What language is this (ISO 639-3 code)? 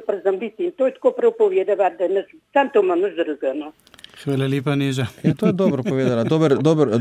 slv